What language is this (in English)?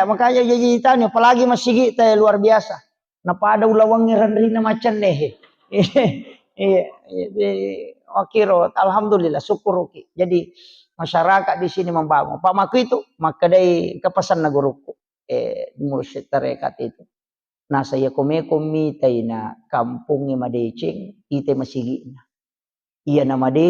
Buginese